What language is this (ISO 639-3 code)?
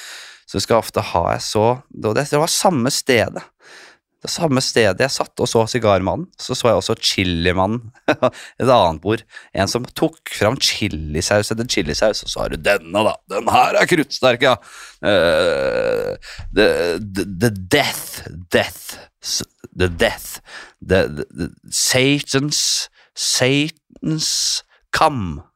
nor